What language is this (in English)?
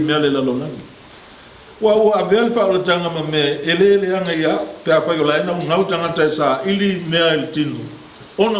Samoan